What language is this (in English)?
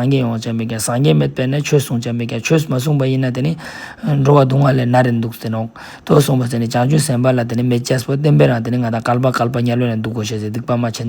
Ladakhi